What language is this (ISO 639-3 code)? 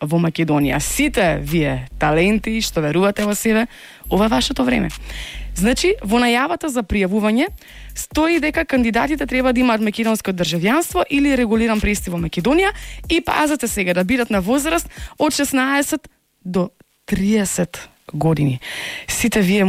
mkd